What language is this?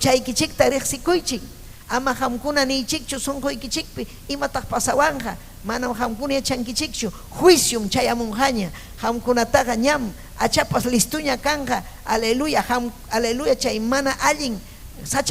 Ayacucho Quechua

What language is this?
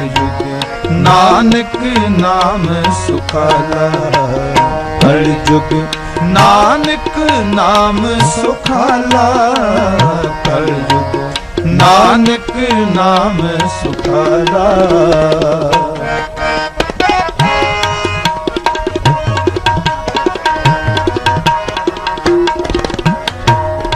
Punjabi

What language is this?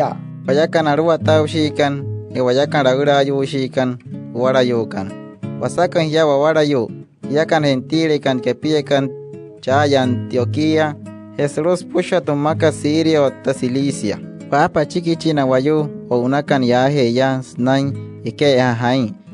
Wayuu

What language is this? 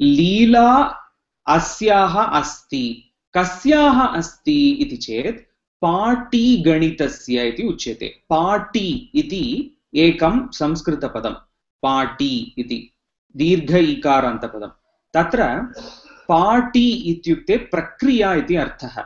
Sanskrit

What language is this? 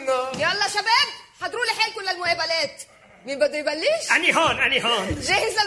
North Levantine Arabic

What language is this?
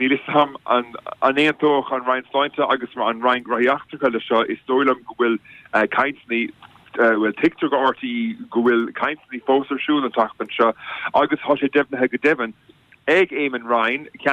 Irish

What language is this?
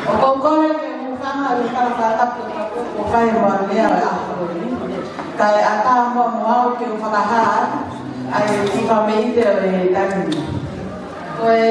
Tongan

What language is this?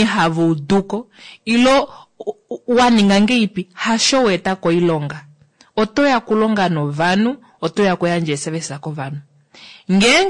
Kuanyama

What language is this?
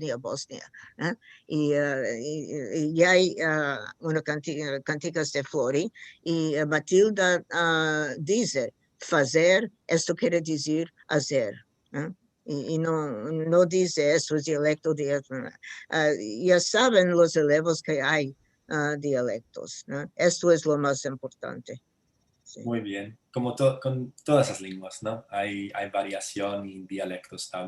Ladino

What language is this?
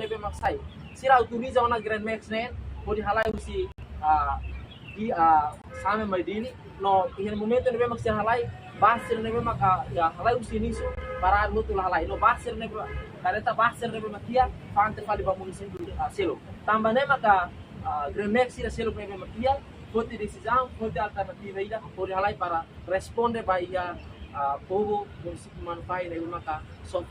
Tetum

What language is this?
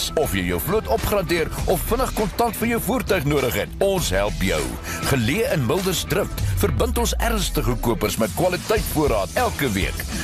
Afrikaans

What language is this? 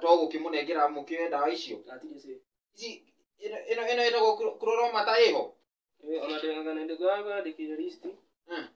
Kikuyu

